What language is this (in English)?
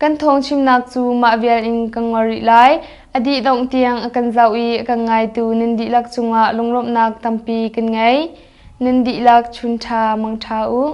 Hakha Chin